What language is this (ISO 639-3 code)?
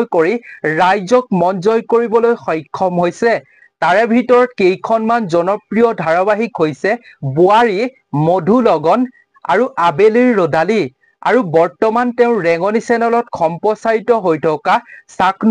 asm